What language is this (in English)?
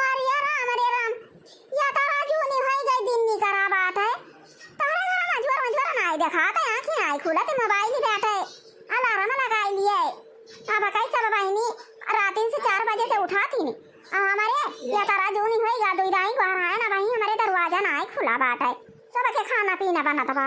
Awadhi